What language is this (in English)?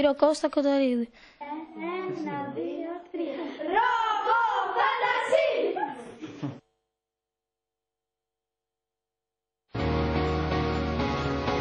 Greek